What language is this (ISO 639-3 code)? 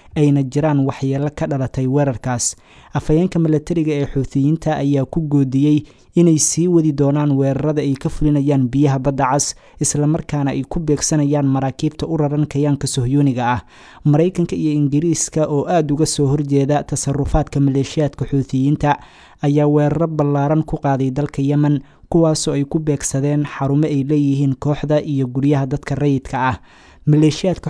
som